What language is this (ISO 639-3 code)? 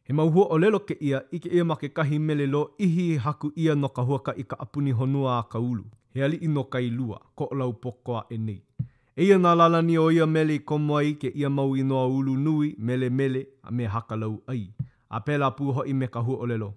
haw